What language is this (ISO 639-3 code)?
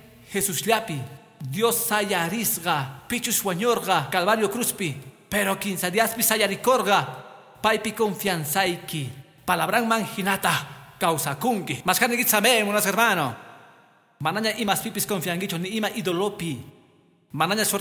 que